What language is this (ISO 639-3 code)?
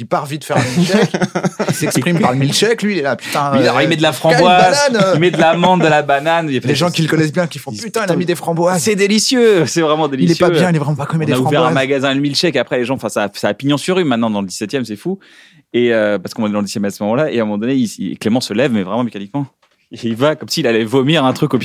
fra